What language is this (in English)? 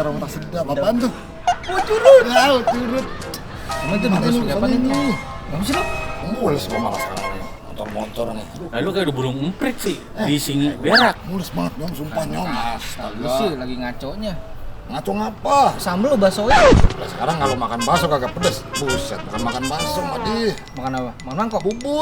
Betawi